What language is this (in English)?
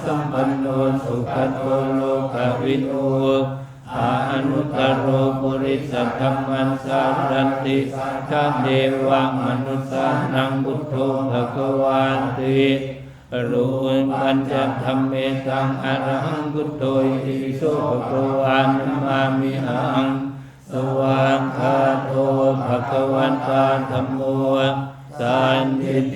Pali